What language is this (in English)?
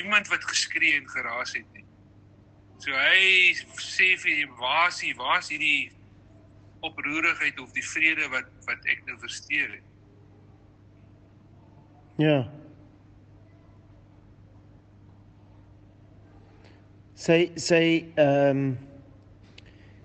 Afrikaans